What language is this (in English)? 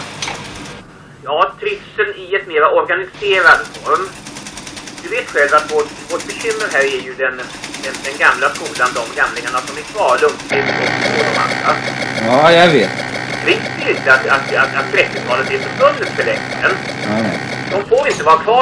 Swedish